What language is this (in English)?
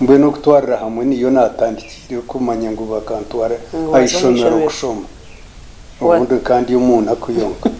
Nyankole